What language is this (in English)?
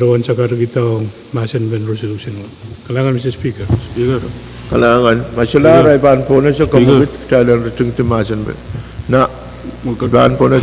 Pohnpeian